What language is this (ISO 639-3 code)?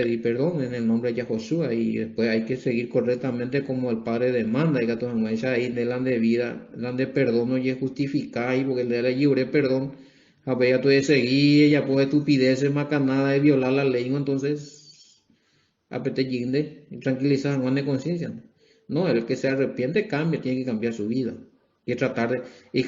grn